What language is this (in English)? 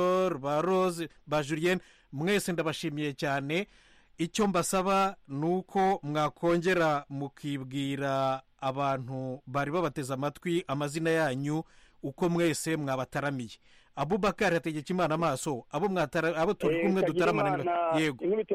Kinyarwanda